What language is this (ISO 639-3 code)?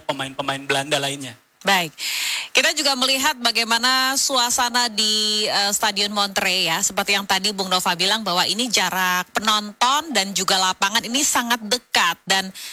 ind